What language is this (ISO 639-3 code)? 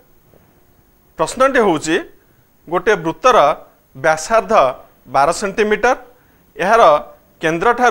ori